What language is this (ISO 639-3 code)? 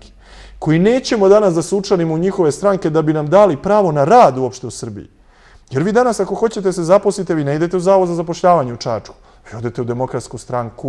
srp